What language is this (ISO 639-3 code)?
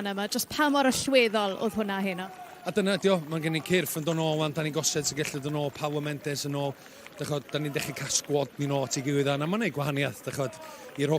cym